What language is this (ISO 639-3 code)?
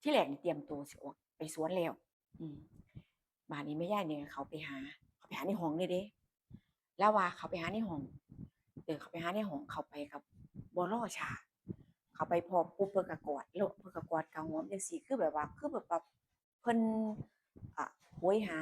tts